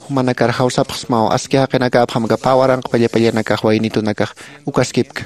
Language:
Aymara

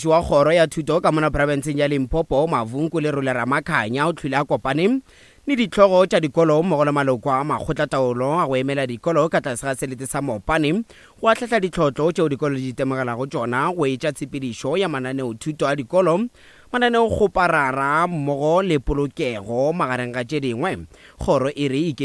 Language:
Northern Sotho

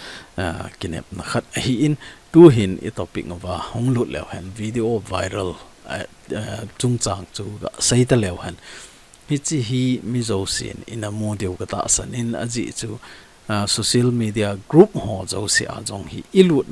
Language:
Thado Chin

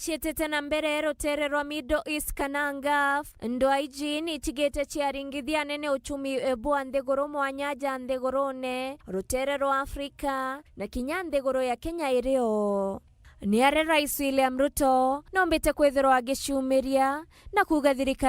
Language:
Meru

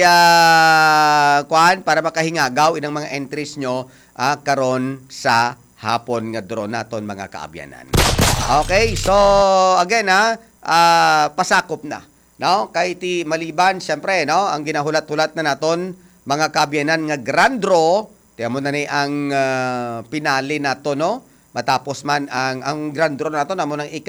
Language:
Hiligaynon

